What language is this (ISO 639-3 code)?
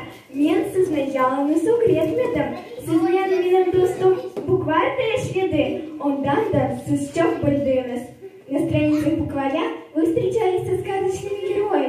crh